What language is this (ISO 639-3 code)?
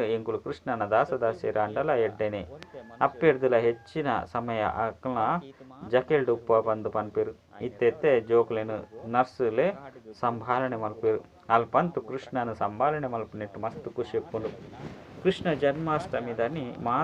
tcy